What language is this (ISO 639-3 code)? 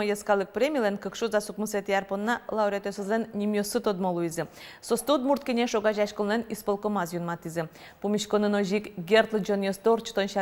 udm